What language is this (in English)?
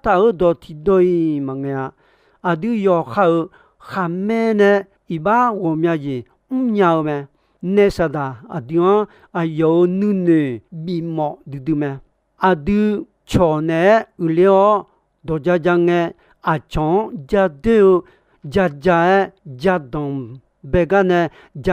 Akha